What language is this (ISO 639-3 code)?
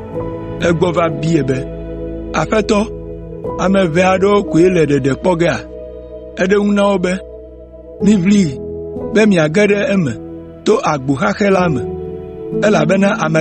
ewe